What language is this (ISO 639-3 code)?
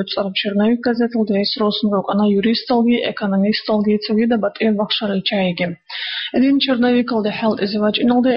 ava